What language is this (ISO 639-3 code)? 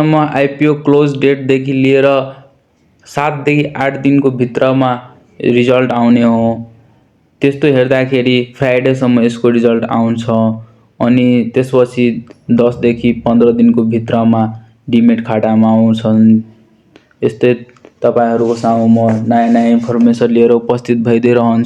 nep